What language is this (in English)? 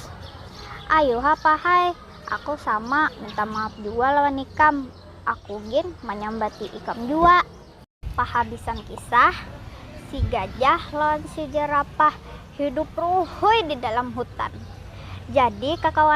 Banjar